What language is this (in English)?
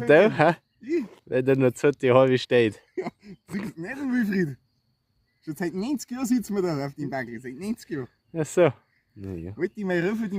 Bavarian